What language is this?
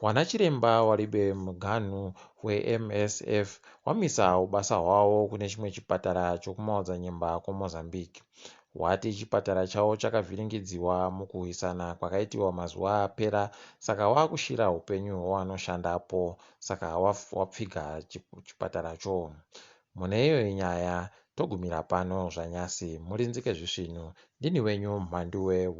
Ndau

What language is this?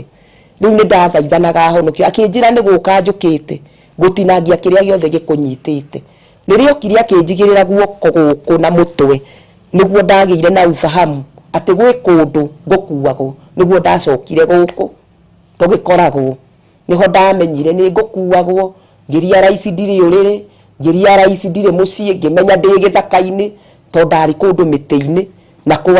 Kikuyu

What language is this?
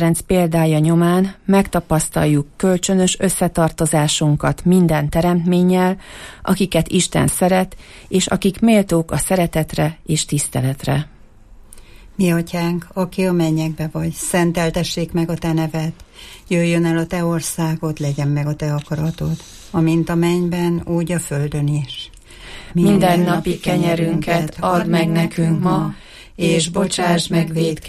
Hungarian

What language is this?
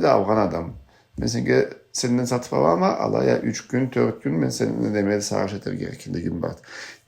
Karachay-Balkar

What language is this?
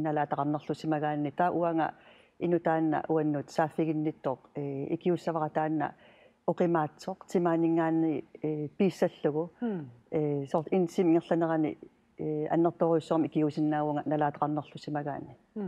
Kalaallisut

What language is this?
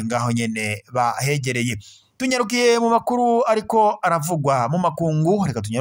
Rundi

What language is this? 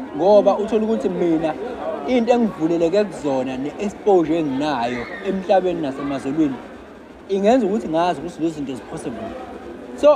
Zulu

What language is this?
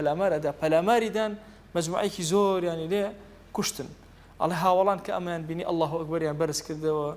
Central Kurdish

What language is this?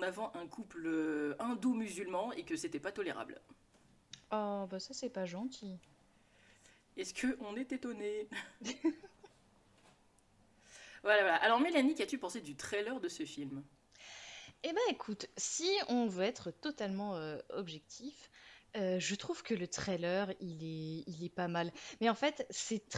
French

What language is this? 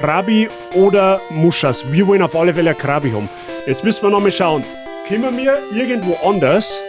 Bavarian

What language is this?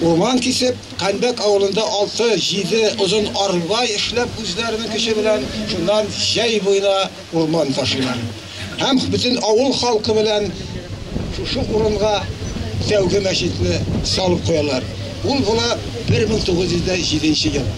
Bashkir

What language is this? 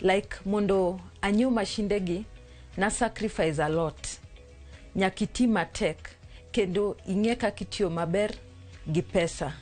Luo (Kenya and Tanzania)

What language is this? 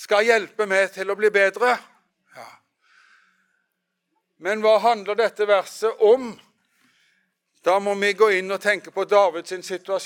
Norwegian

